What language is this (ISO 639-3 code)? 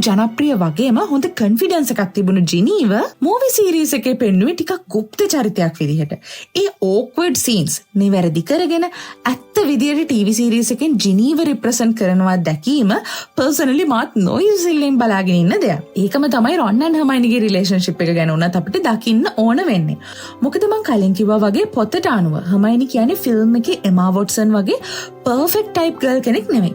sin